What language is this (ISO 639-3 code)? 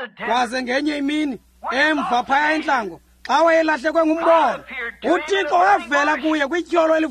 xho